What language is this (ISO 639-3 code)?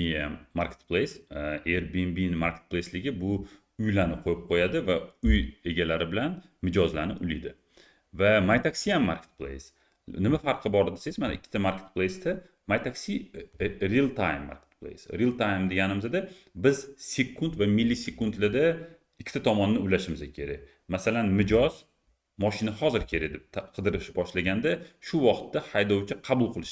uzb